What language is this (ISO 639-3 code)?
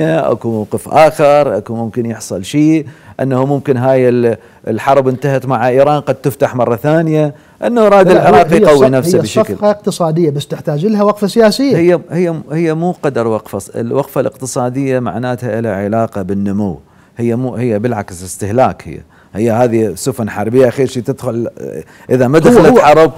acm